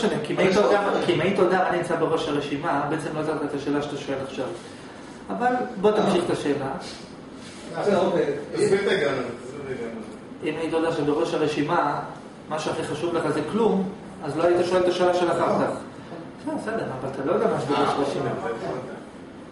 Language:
Hebrew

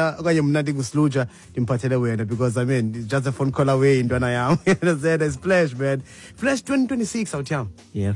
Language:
Xhosa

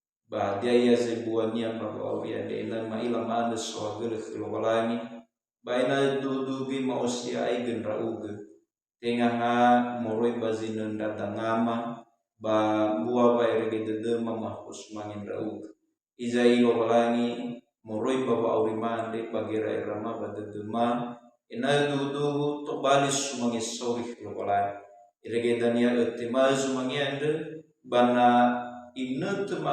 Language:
Nias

